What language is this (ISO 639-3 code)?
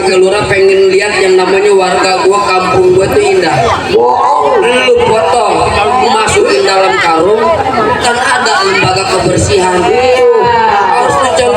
bew